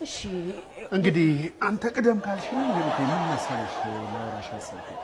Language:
Amharic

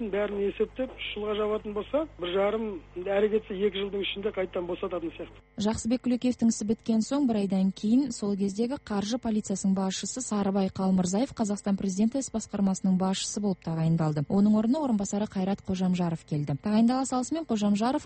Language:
Kazakh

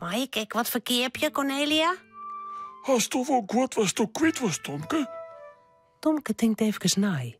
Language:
Western Frisian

